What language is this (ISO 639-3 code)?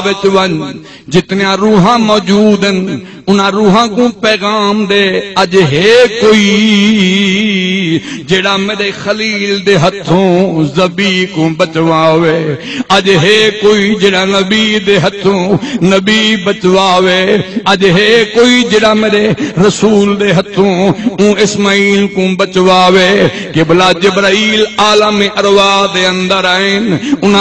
skr